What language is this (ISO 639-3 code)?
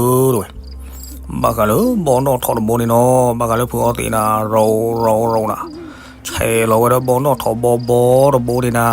ksw